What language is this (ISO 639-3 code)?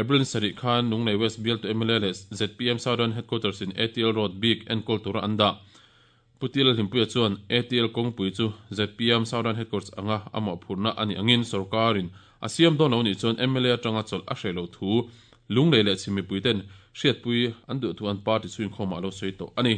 lus